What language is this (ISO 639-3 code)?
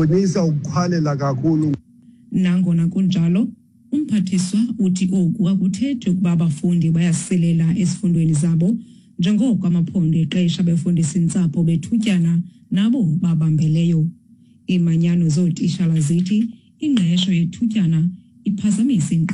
xho